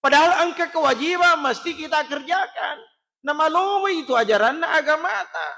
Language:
Buginese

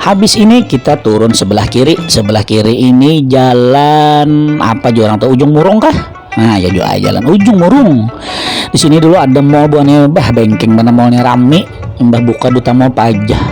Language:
Banjar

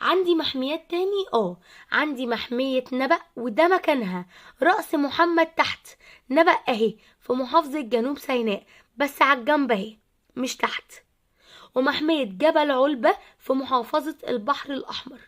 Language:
Egyptian Arabic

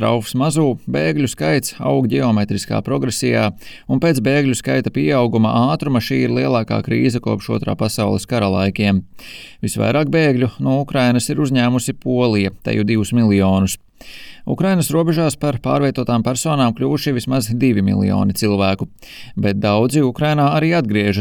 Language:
Latvian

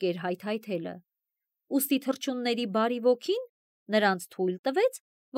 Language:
Armenian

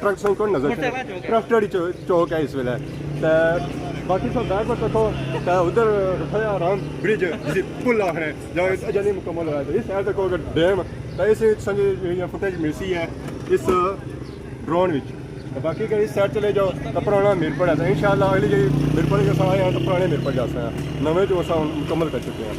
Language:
Pahari-Potwari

